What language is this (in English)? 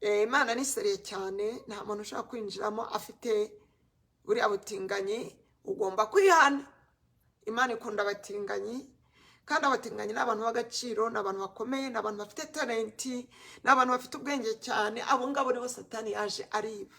Kinyarwanda